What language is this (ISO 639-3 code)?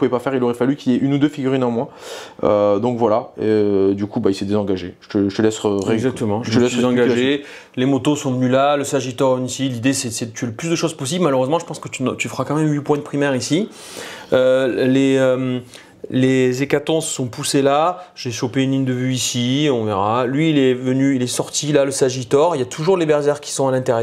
fra